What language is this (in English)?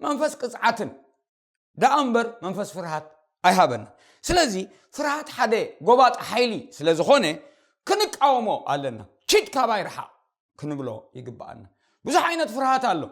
Tigrinya